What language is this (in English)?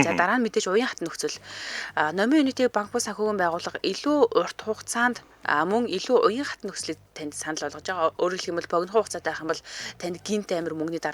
Mongolian